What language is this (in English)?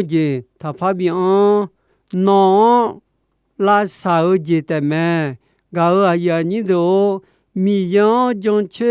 Akha